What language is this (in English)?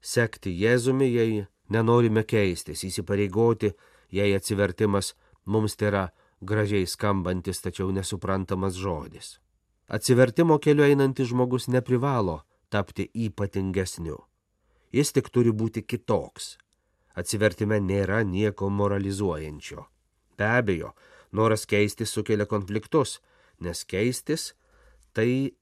Lithuanian